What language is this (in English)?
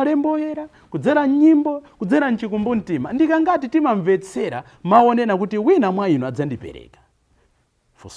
Nyanja